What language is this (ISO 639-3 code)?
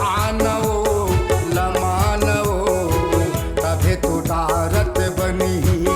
hne